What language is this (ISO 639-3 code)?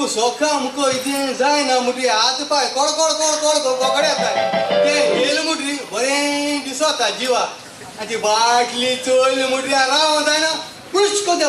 kok